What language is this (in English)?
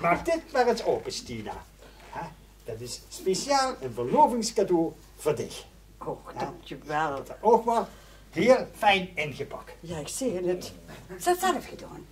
Limburgish